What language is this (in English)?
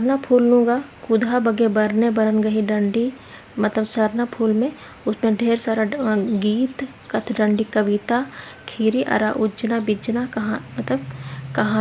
Kurukh